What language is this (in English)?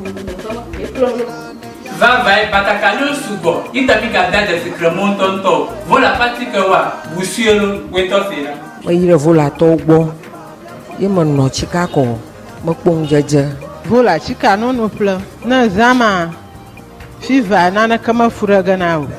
Ewe